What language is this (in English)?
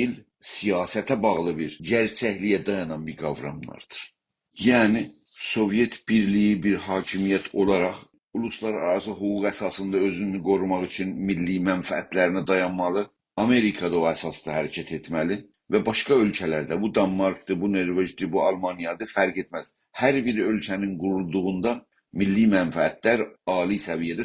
South Azerbaijani